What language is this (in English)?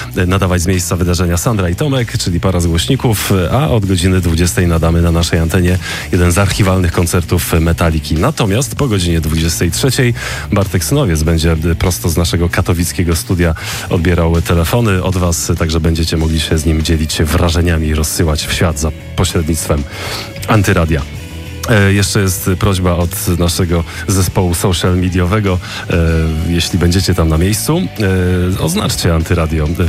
Polish